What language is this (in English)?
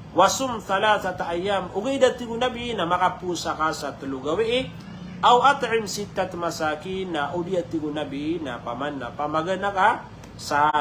Maranao